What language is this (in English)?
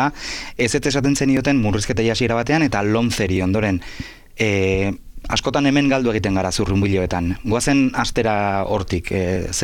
Basque